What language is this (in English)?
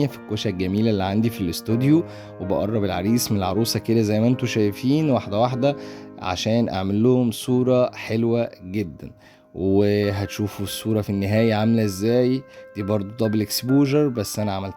Egyptian Arabic